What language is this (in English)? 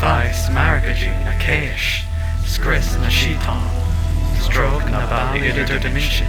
Irish